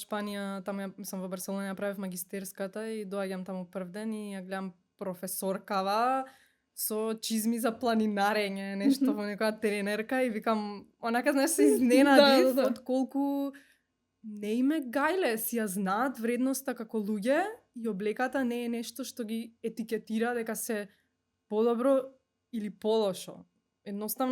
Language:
Macedonian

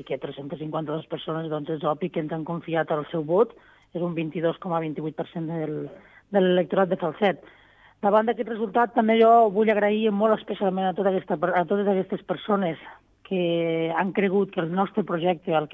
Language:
Catalan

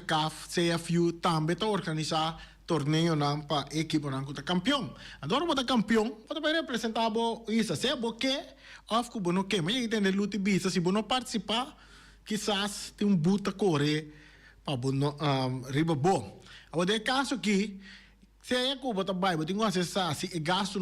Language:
Papiamento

